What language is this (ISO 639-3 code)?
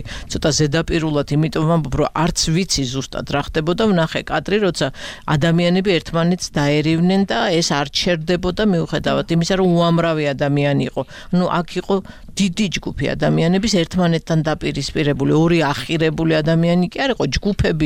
kat